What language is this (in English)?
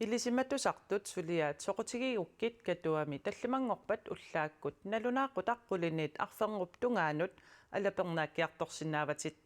Kalaallisut